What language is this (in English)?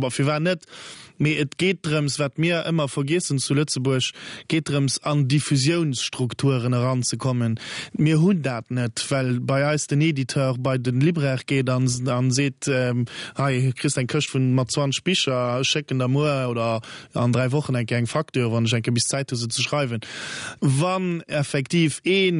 Luxembourgish